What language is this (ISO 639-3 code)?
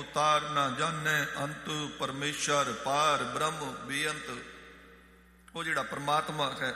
pan